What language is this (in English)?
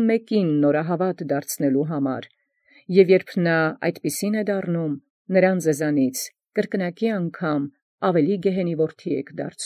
Armenian